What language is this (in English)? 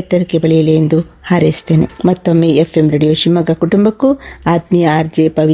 Kannada